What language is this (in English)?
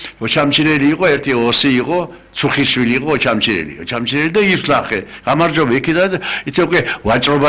Georgian